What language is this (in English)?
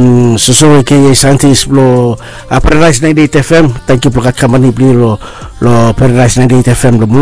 Bislama